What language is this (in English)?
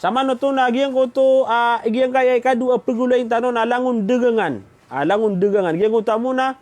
Maranao